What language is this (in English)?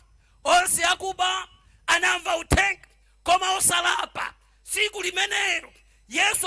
Nyanja